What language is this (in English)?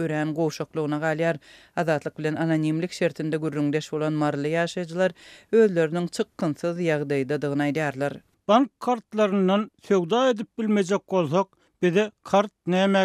Turkmen